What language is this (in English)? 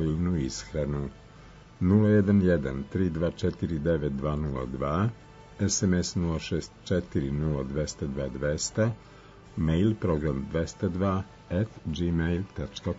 Serbian